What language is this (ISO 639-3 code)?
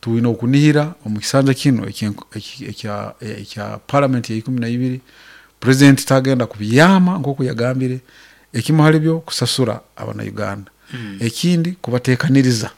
nyn